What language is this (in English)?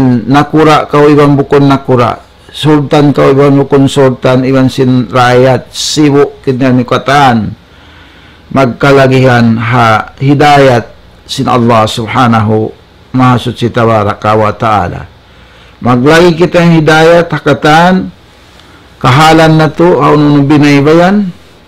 Tausug